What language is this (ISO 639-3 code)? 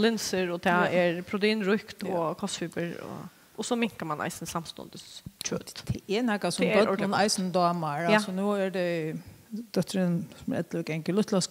fao